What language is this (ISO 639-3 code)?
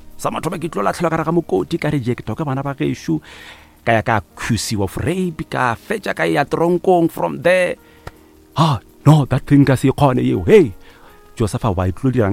nso